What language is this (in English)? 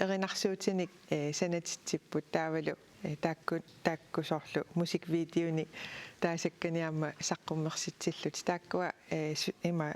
Kalaallisut